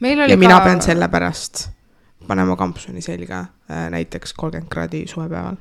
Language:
Estonian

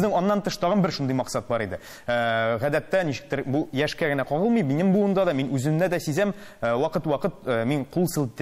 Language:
Tatar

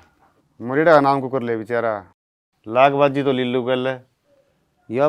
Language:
Haryanvi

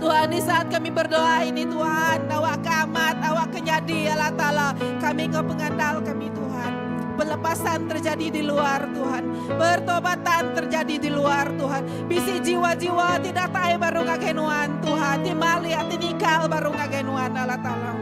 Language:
Iban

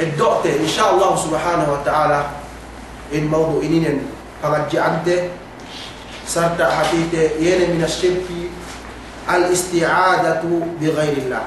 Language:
Yakan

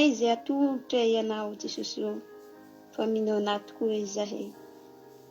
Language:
Malagasy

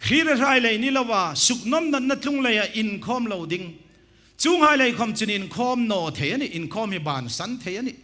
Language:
Hmar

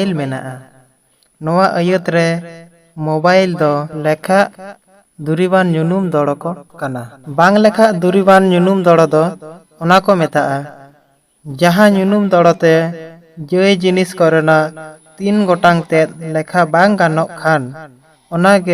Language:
Santali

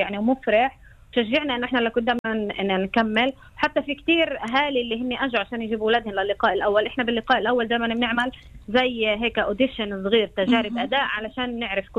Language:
North Levantine Arabic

